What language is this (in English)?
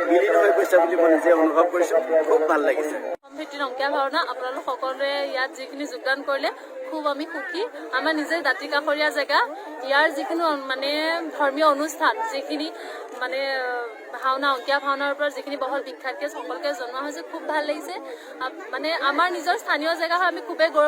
Assamese